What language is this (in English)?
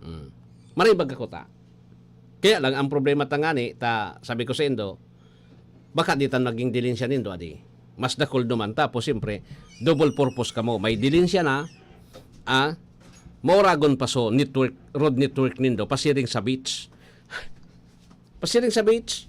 Bikol